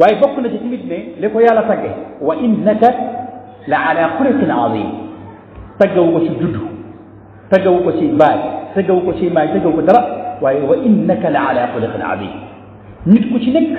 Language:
Wolof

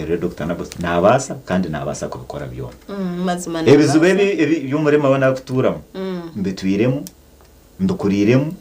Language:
Nyankole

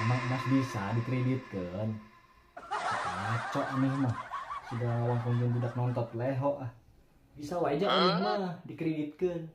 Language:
Sundanese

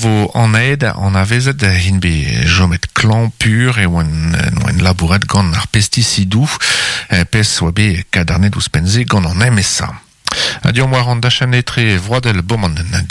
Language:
Breton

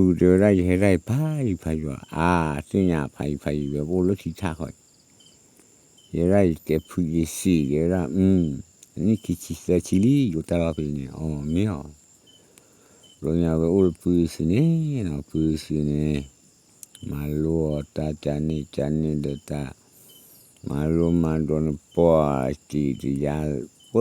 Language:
S'gaw Karen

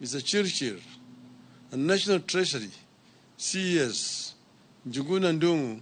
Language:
Luo (Kenya and Tanzania)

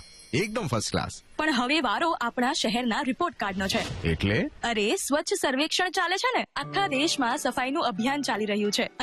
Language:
Gujarati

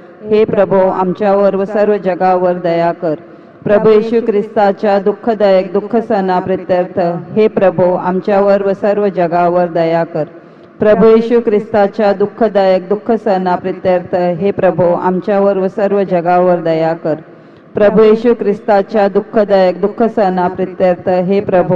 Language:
Marathi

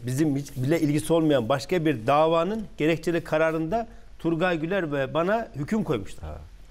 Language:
Turkish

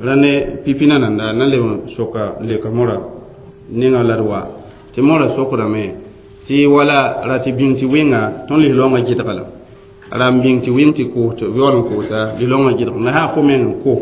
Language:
Mossi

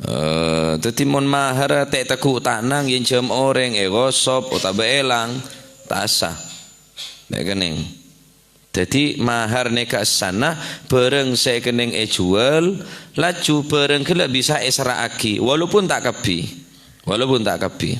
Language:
Madurese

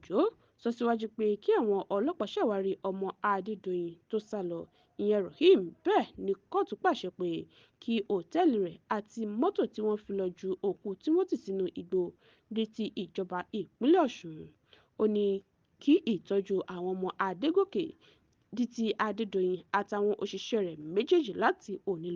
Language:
Yoruba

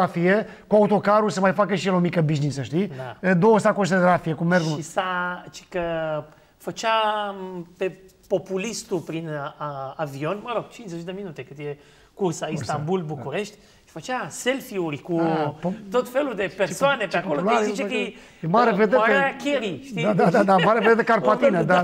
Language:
Romanian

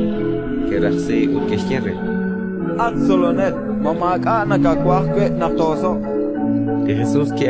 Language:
Kekchí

